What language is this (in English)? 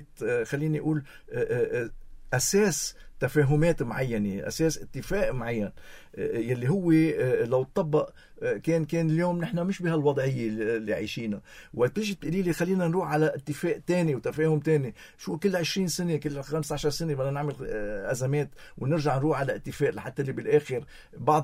North Levantine Arabic